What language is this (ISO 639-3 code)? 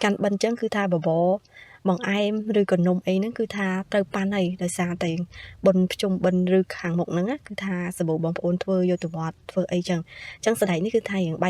khm